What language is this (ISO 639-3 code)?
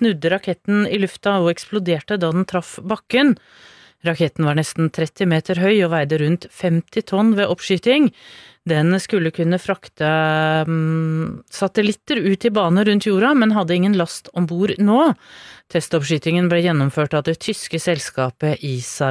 nor